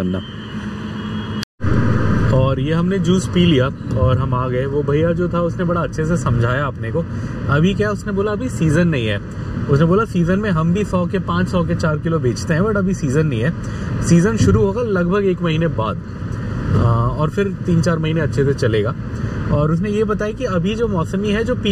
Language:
Hindi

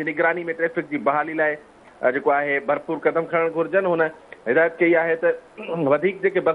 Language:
Sindhi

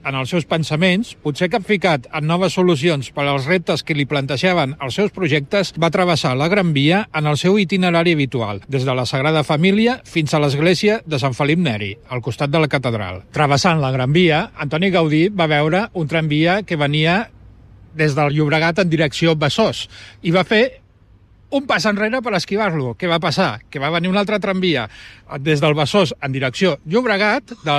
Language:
Catalan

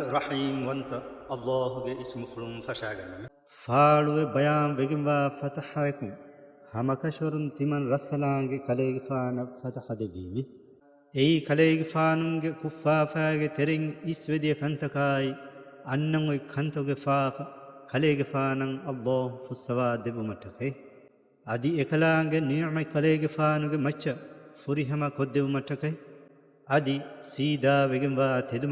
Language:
Divehi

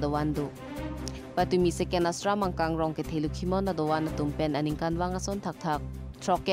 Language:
Karbi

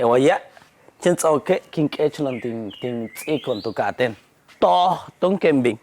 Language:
Yucateco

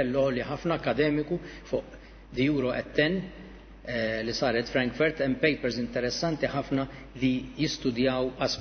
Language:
Maltese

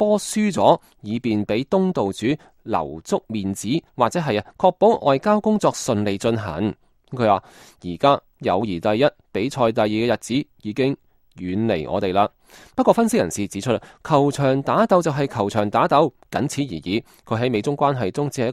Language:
Cantonese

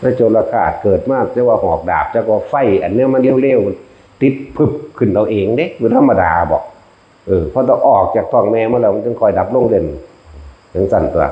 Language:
Northeastern Thai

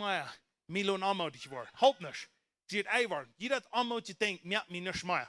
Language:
Plautdietsch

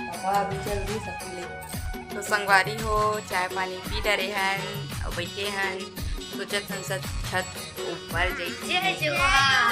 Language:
Chhattisgarhi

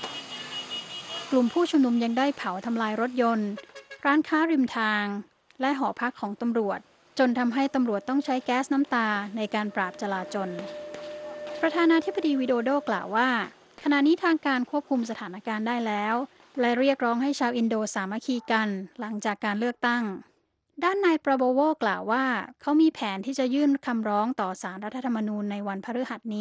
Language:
Thai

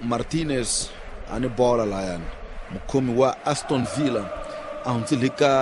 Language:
Tsonga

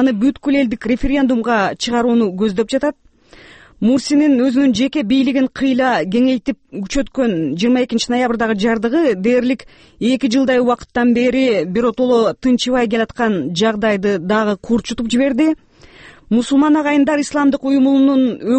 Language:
Kyrgyz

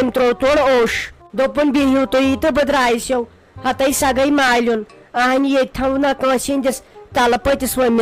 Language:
Kashmiri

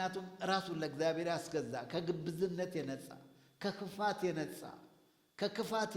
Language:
Amharic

